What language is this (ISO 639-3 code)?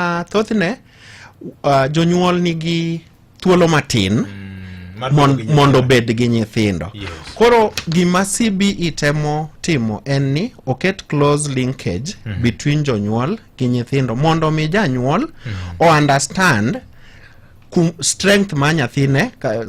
luo